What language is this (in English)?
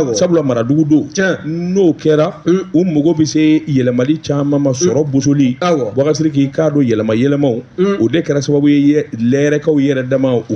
Bambara